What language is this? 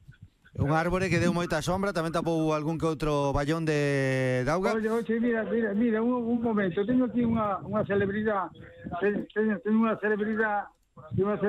Galician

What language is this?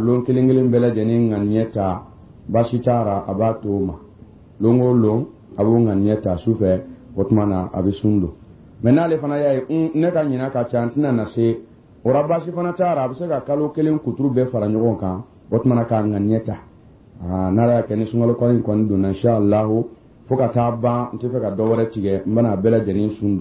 Dyula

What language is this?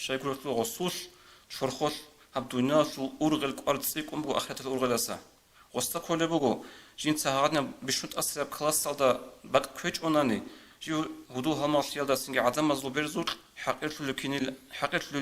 Avaric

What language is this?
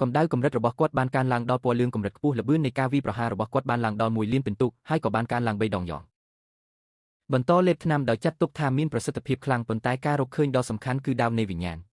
Khmer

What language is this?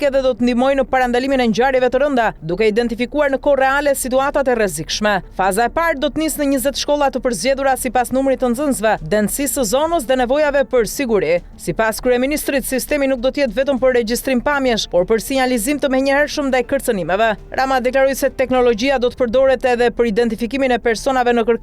Albanian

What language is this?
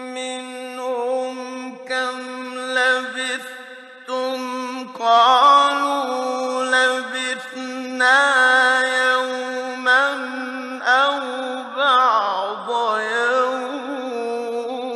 Arabic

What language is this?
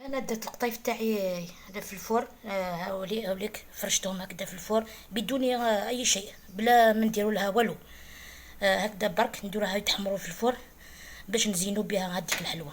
Algerian Arabic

